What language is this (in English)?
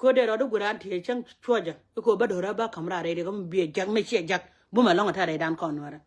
Nuer